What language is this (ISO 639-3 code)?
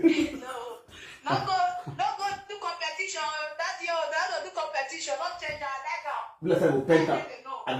pcm